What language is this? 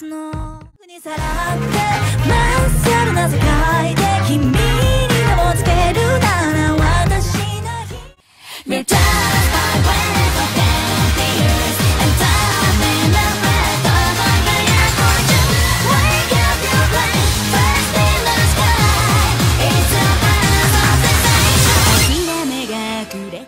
Japanese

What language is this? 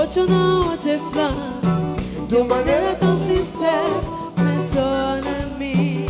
Kabuverdianu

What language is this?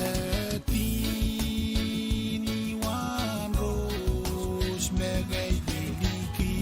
Pohnpeian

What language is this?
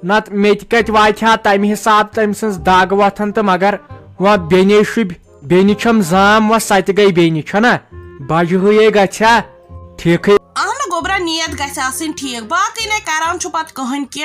Kashmiri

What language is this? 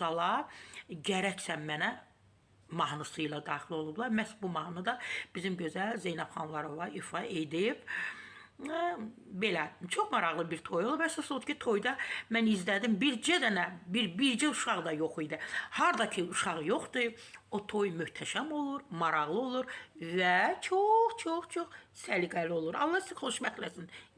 Azerbaijani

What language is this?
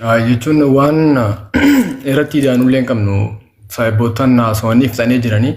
Oromo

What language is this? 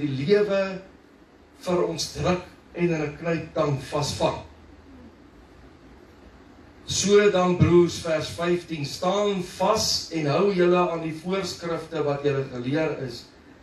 Afrikaans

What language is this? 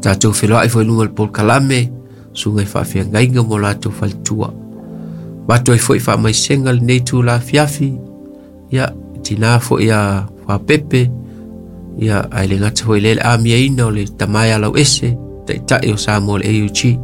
Samoan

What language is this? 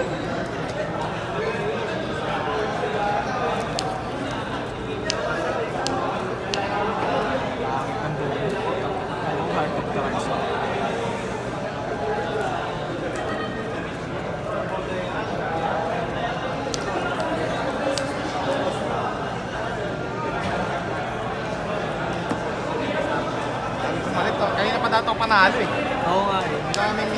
Filipino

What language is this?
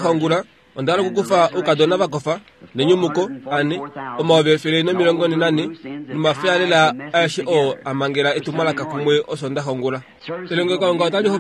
Kuanyama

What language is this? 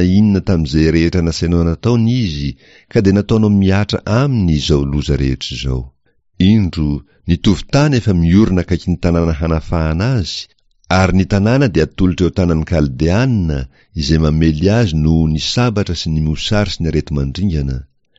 Malagasy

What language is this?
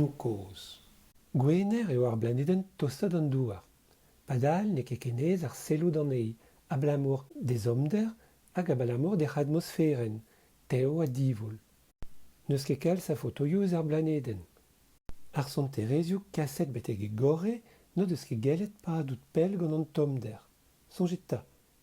Breton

